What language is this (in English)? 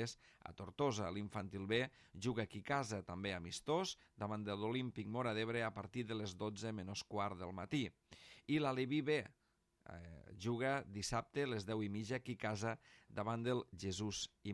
Catalan